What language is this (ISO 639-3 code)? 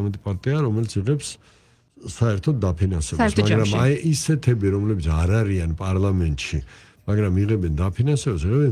kat